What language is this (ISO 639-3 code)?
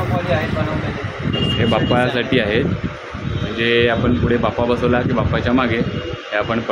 mar